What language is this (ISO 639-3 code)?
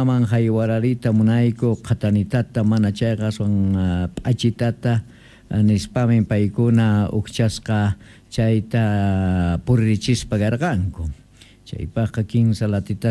que